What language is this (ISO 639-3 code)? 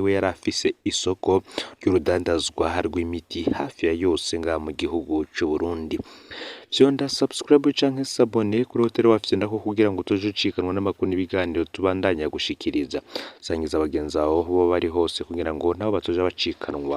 run